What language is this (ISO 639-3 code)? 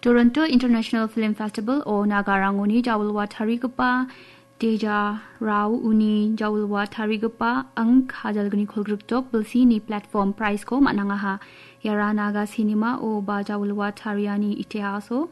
grt